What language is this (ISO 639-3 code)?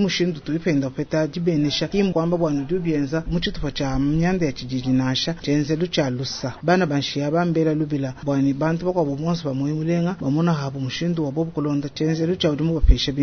lua